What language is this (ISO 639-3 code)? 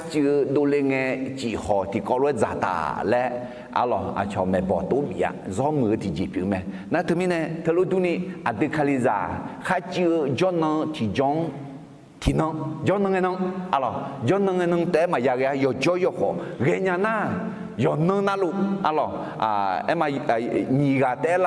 ahk